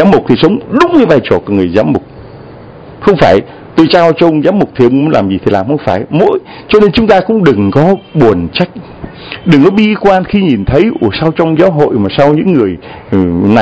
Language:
Vietnamese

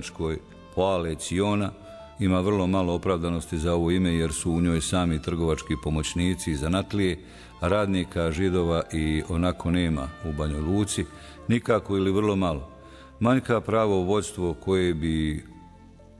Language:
Bosnian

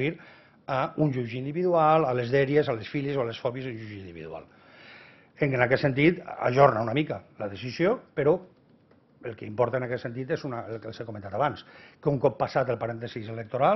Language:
Catalan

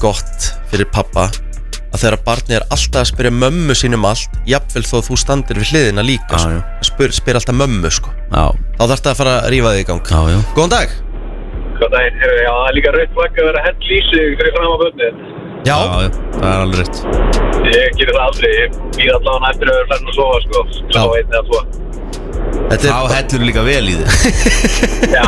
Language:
Icelandic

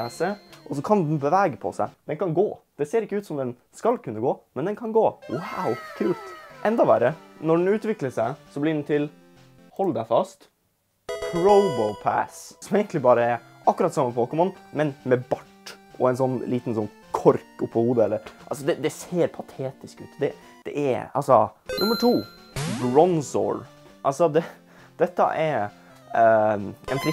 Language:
Norwegian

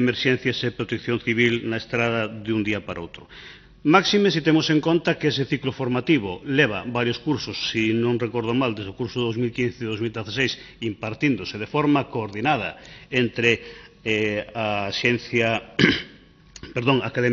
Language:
Galician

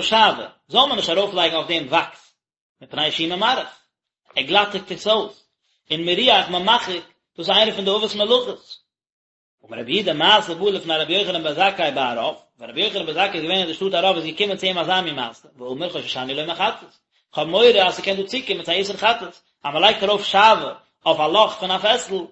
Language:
Yiddish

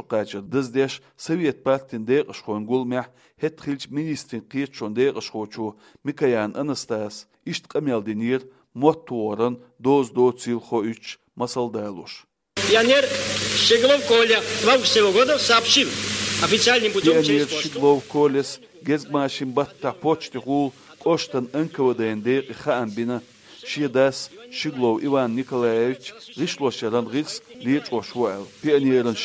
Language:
Chechen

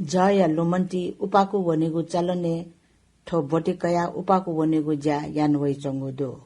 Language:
Newari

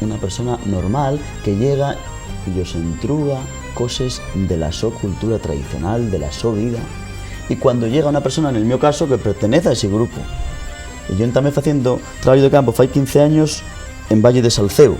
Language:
Asturian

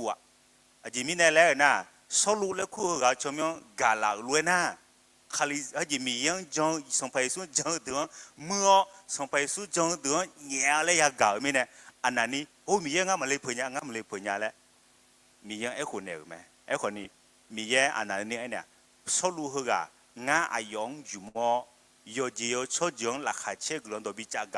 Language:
Akha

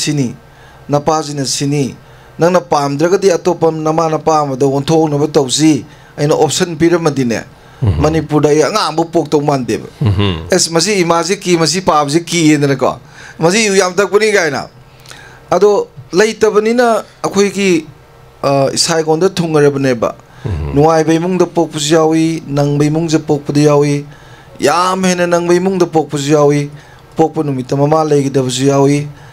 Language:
Manipuri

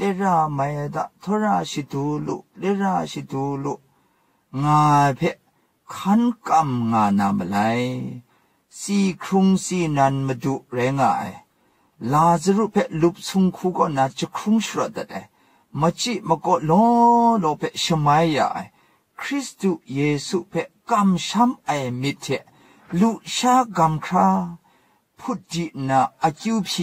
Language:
Kachin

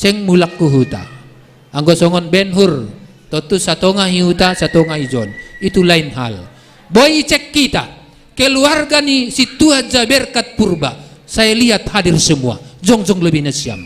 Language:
Batak Simalungun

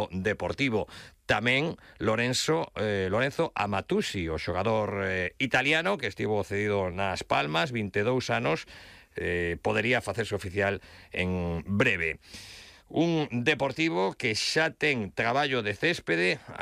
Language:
Galician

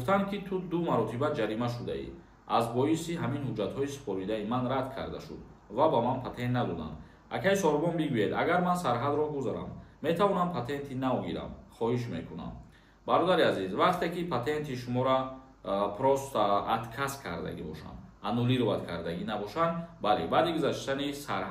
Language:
Tajik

